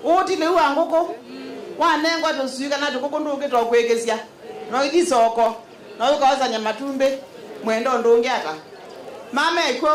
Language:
Kamba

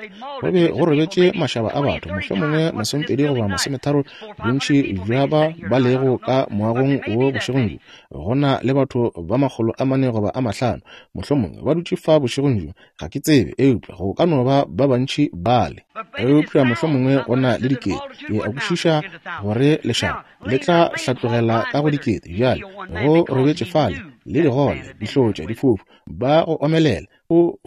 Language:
Northern Sotho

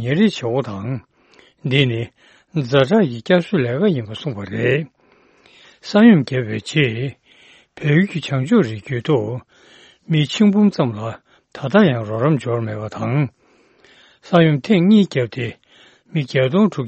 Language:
Tibetan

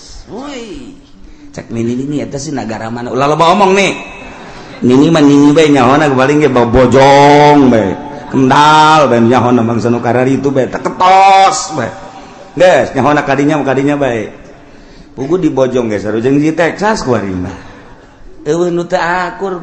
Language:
Sundanese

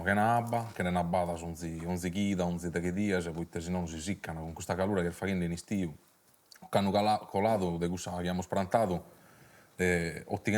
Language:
Sardinian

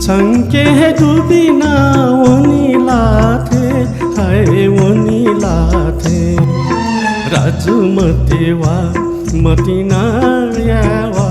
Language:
Newari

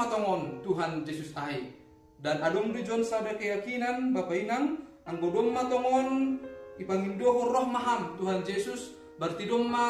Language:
Batak Simalungun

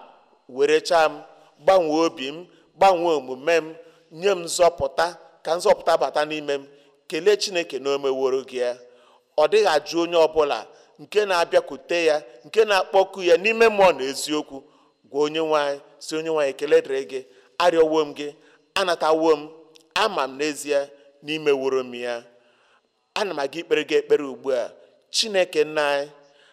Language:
Igbo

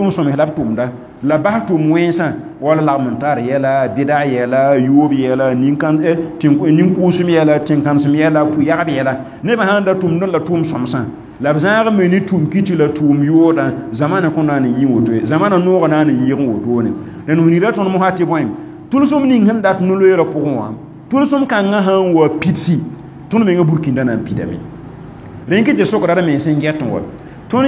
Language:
Mossi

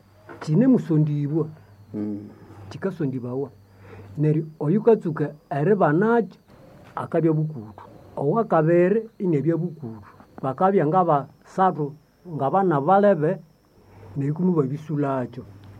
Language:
Nande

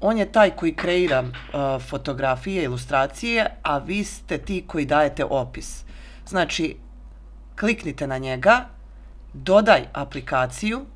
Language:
Serbian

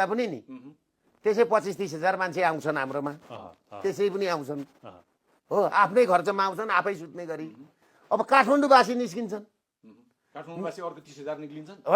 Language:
Nepali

